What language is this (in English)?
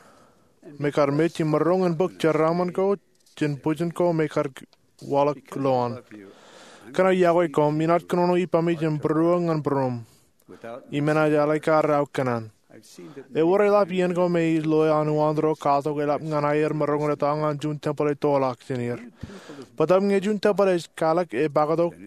Marshallese